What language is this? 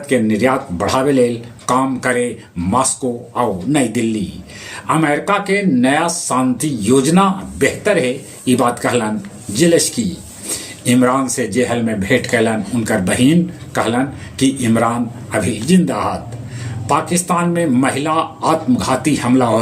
Magahi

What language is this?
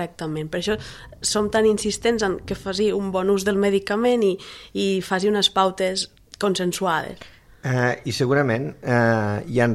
Catalan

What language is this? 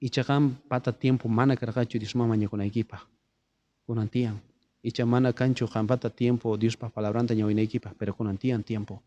South Bolivian Quechua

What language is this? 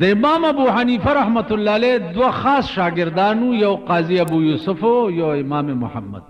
Pashto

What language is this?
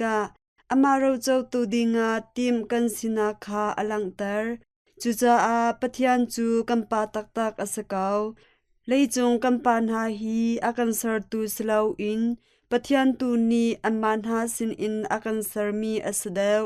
Hakha Chin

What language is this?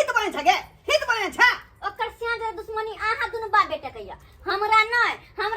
Maithili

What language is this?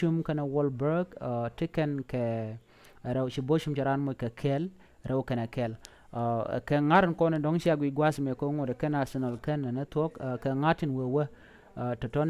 Nuer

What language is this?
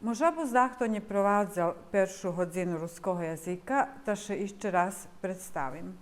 Rusyn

